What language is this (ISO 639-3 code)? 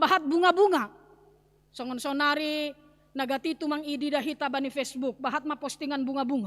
bts